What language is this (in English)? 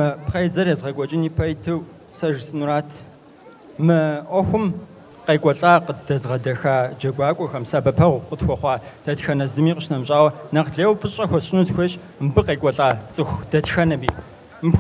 Kabardian